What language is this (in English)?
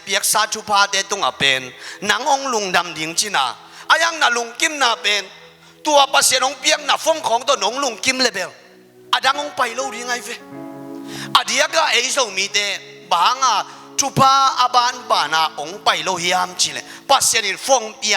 Tedim Chin